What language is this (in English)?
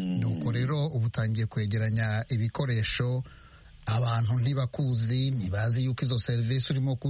Kinyarwanda